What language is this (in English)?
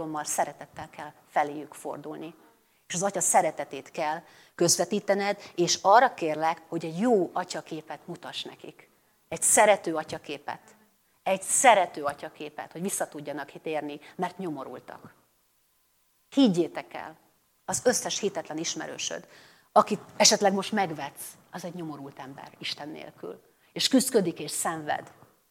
Hungarian